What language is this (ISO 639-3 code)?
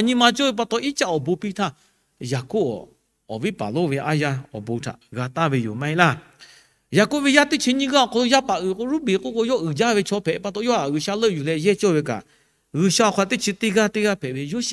lhu